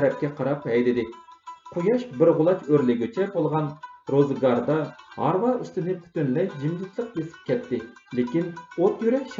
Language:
Uyghur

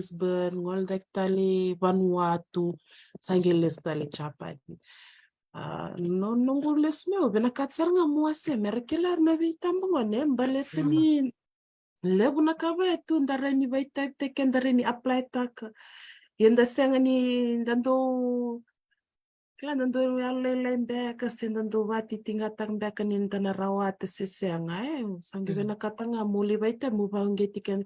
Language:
Fijian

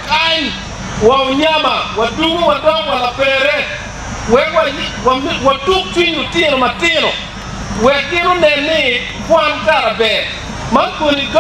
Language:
Acoli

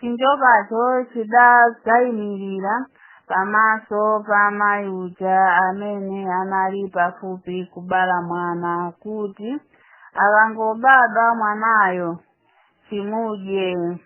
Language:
Nyanja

